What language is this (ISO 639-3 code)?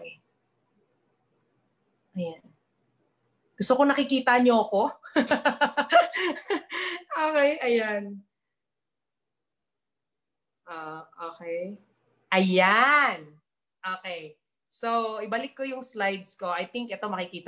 fil